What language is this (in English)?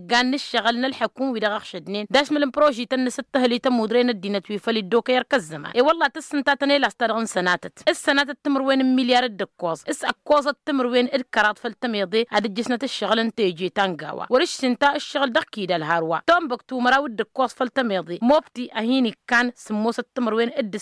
Tamasheq